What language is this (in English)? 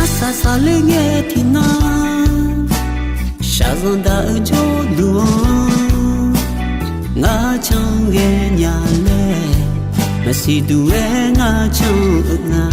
Akha